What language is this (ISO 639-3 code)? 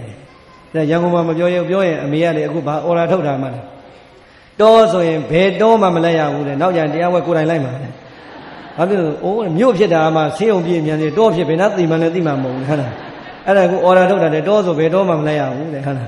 mya